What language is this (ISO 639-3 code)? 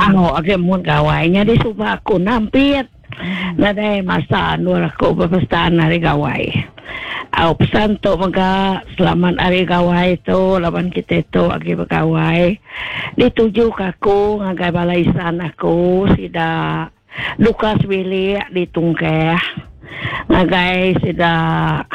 iba